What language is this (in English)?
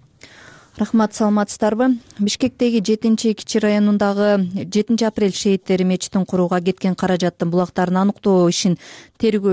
Kyrgyz